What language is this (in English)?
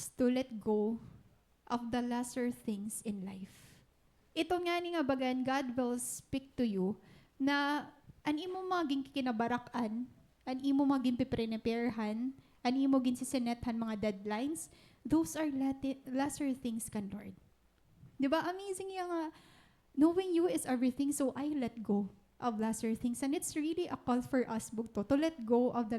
Waray